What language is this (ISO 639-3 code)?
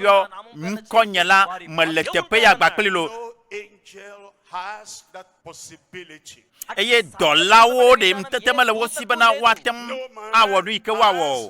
ewe